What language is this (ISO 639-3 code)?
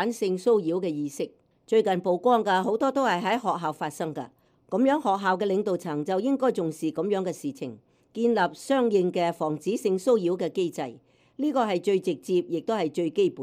yue